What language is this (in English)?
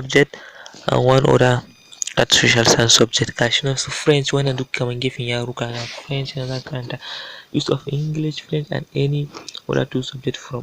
Hausa